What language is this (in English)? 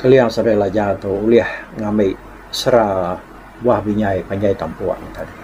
Iban